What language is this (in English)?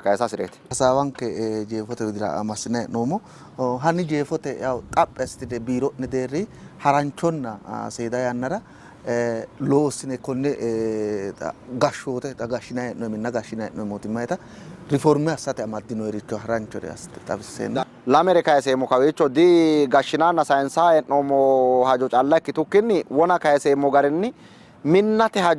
Sidamo